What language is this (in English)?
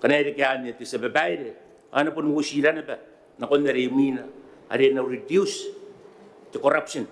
Gilbertese